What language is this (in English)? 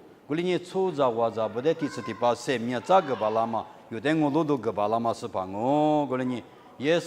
Lisu